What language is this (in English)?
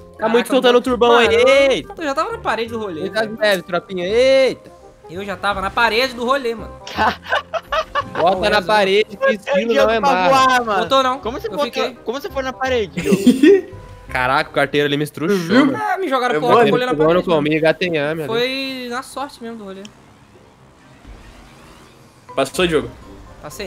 Portuguese